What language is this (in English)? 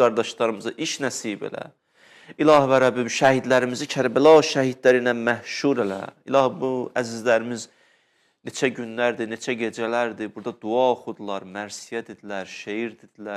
Azerbaijani